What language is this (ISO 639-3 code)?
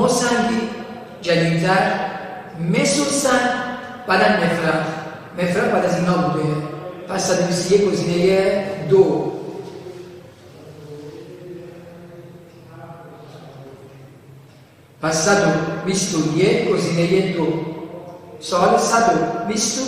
fas